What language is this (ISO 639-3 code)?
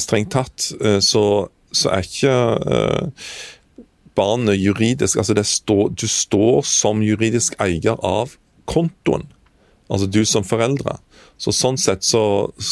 nor